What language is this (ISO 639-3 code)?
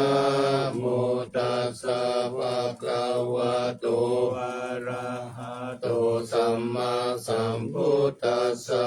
pli